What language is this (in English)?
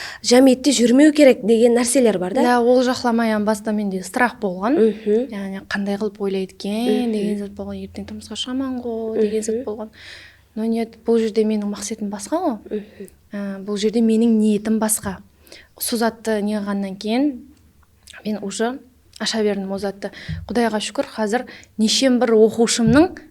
Kara-Kalpak